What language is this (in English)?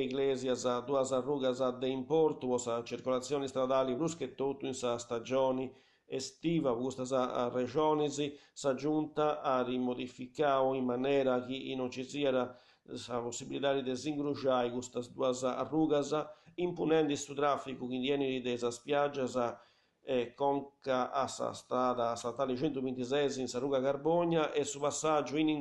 Sardinian